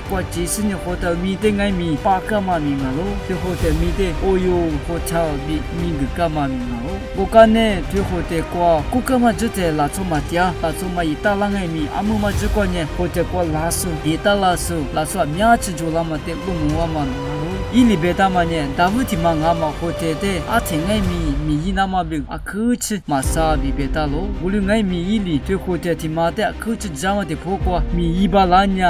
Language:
Lisu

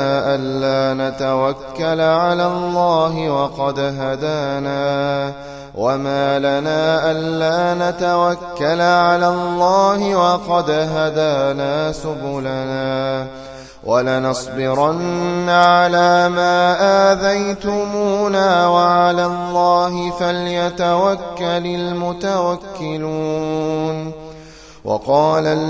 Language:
Arabic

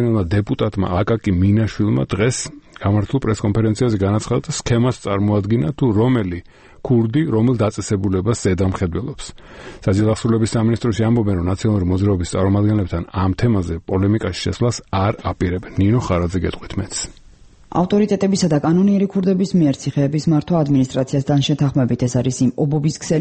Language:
Georgian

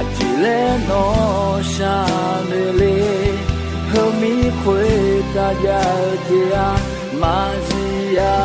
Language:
Akha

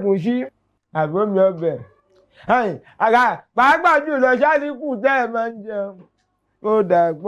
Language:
Yoruba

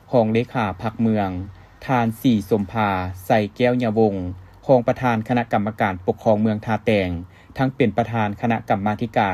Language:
Lao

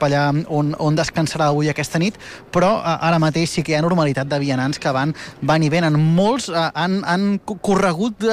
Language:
Catalan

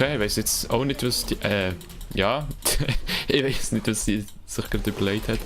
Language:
Swiss German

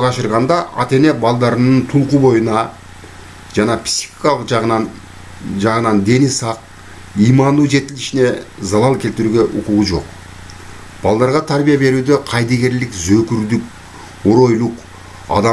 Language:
Kyrgyz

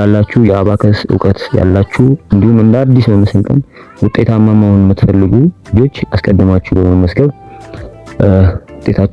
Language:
Amharic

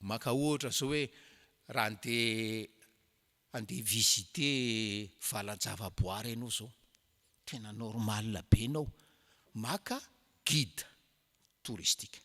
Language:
Malagasy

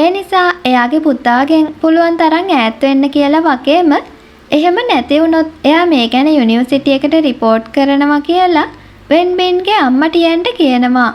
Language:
Sinhala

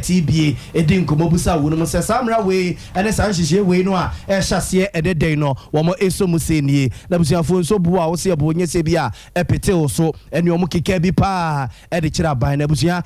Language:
Akan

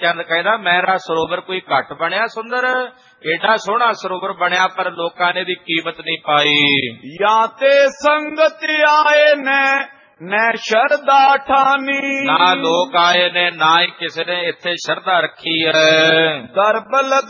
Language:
Punjabi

